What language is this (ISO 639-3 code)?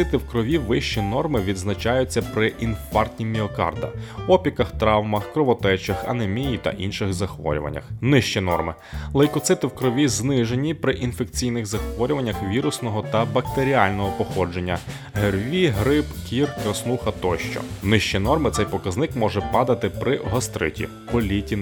ukr